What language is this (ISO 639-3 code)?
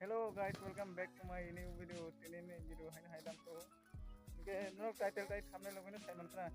trp